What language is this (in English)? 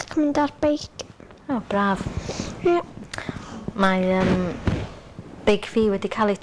Welsh